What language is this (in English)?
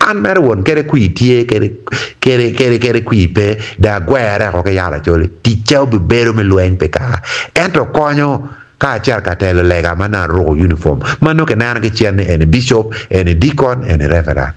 Acoli